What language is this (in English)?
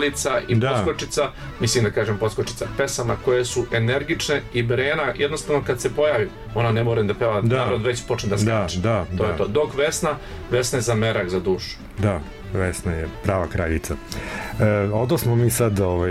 Serbian